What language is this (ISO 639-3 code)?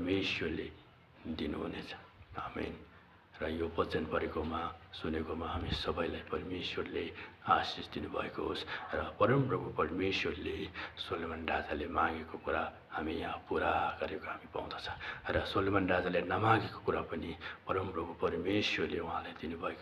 nep